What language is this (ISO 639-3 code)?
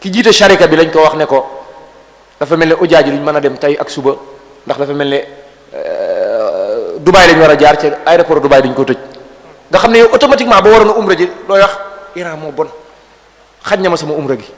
wol